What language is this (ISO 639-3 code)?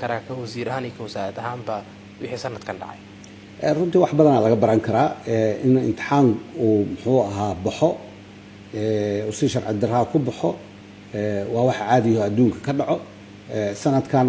som